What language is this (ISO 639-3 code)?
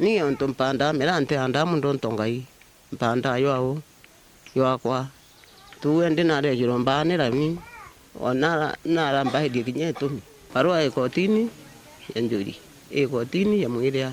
mer